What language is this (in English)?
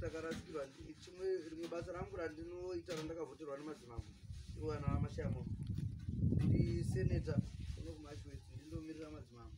Shona